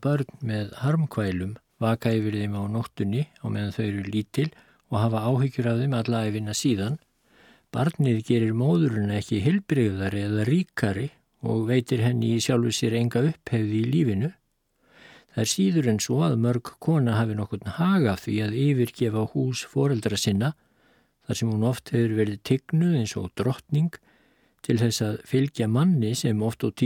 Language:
Icelandic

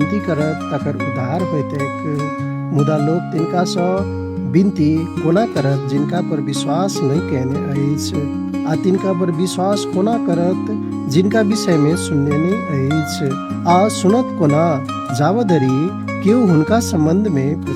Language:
Maithili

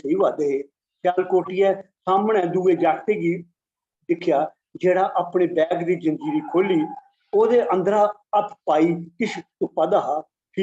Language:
Dogri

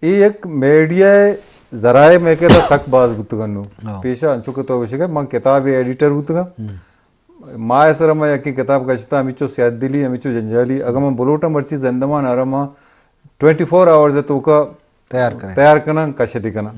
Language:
Eastern Balochi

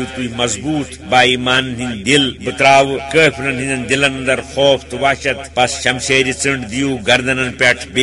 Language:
Kashmiri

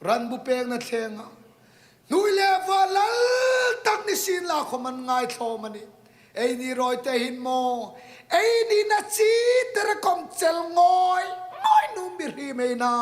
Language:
Hmar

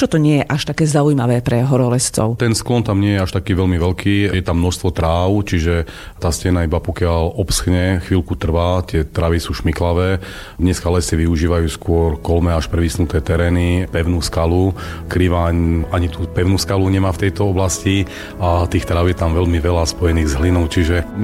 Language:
Slovak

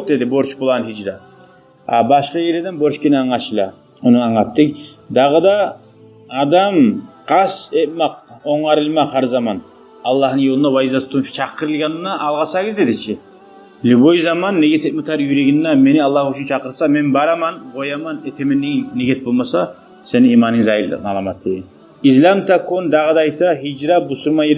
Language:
Kumyk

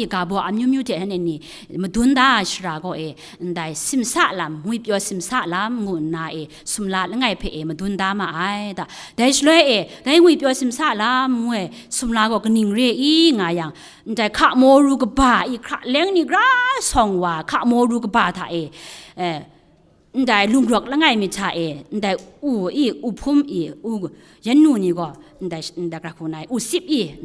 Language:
Kachin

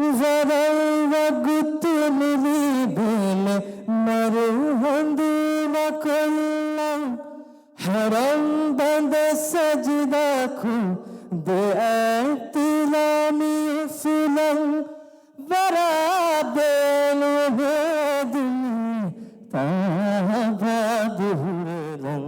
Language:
Divehi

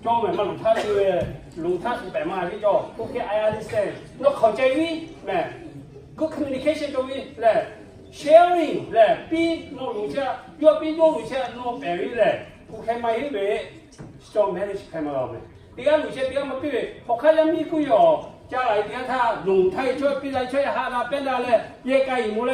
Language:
Lahu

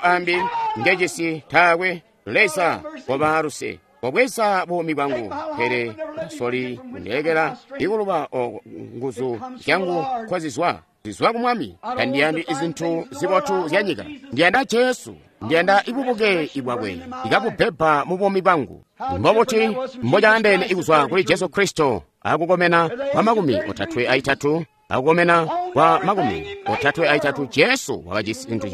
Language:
Tonga (Zambia)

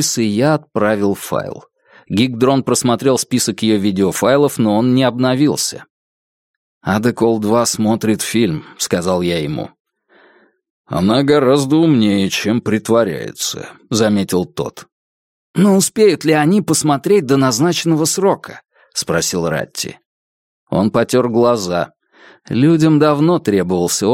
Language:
Russian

